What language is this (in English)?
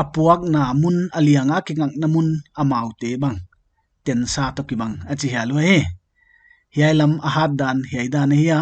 Paite Chin